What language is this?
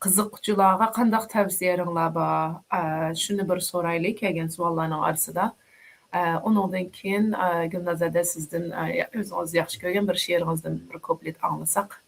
Uyghur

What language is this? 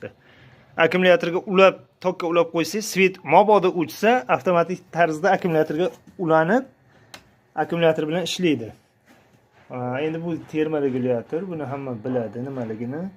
Uzbek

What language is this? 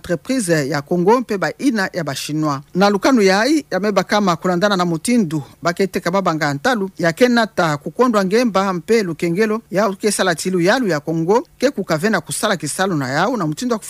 Kituba (Democratic Republic of Congo)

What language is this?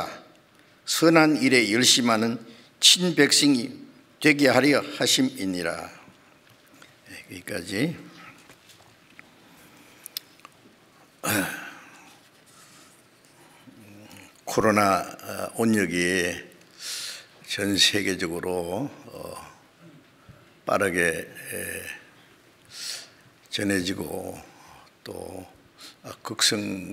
Korean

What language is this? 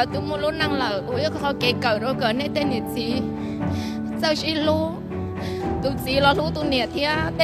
Hmong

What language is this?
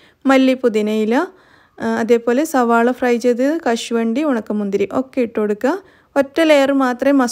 Malayalam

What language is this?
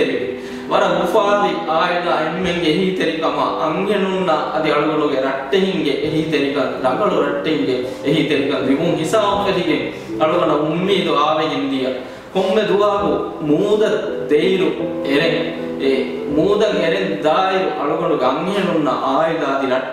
Divehi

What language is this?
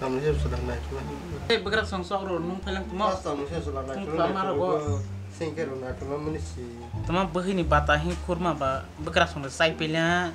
Kok Borok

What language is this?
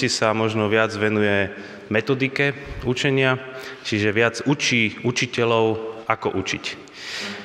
Slovak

